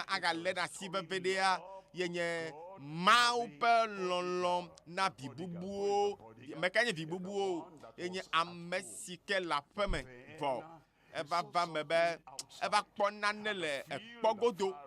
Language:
Ewe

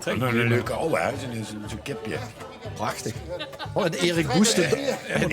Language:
Limburgish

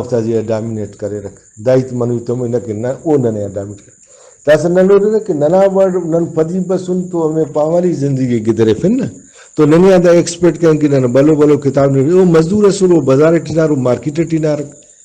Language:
Brahui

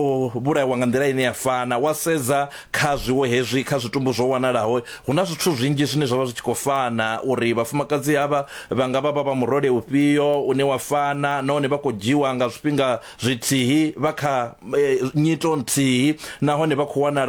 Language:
Venda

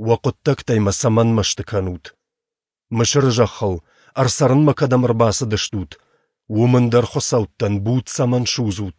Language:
Ossetic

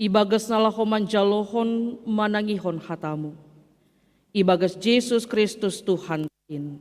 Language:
Batak Simalungun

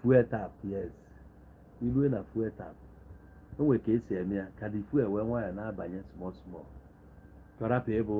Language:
Igbo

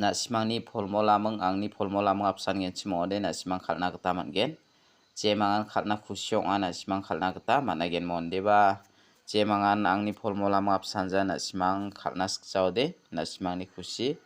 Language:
Garo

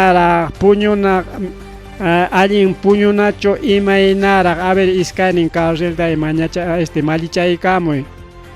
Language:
Ayacucho Quechua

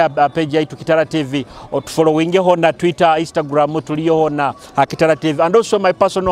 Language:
Nyoro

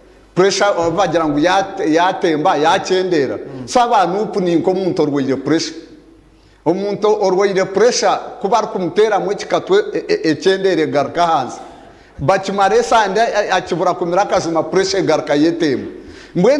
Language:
Nyankole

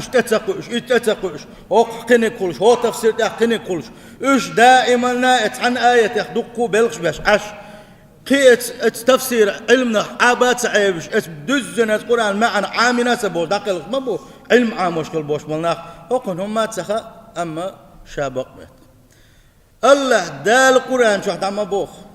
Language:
Chechen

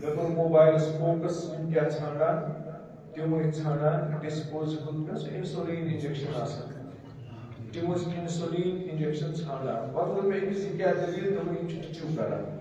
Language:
Kashmiri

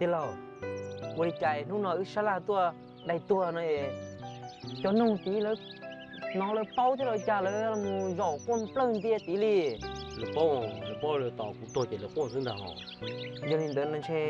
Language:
Hmong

